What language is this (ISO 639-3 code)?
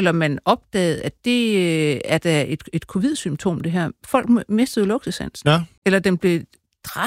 dan